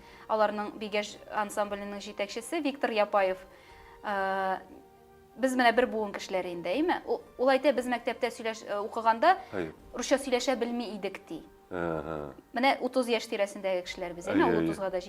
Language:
Tatar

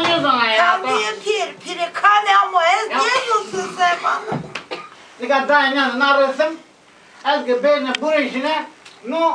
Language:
Zaza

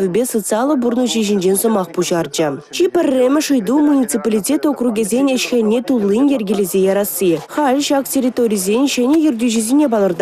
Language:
Chuvash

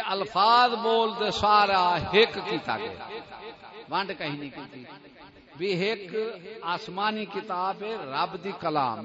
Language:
Saraiki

